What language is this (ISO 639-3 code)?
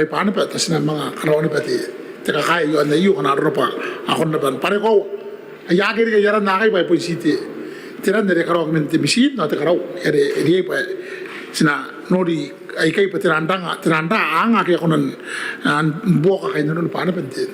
gil